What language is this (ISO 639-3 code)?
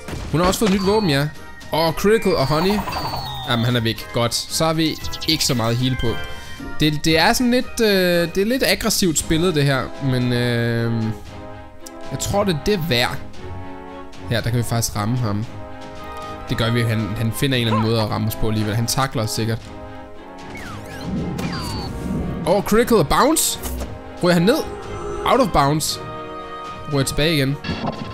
dan